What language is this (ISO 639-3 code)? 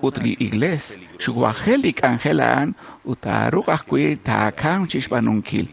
kek